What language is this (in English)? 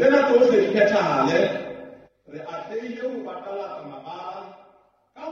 Southern Sotho